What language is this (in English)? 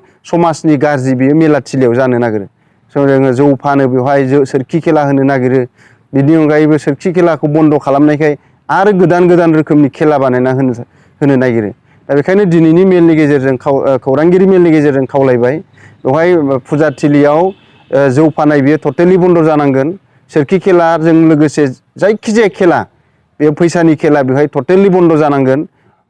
Bodo